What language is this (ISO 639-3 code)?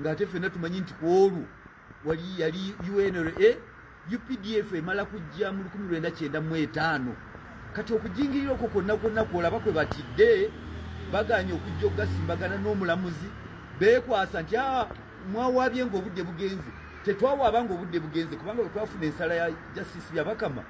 lug